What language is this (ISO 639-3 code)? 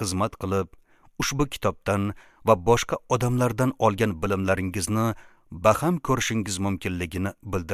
uzb